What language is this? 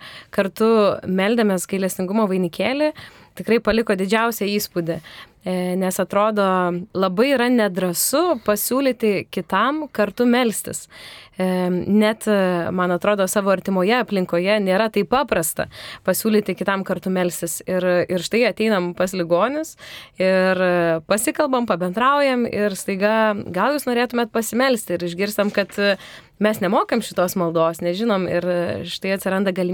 Lithuanian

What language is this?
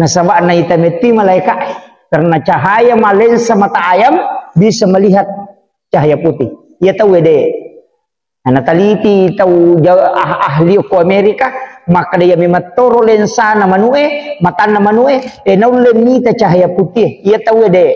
Buginese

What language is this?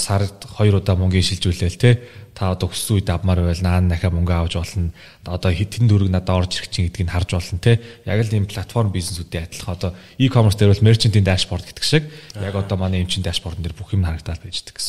Mongolian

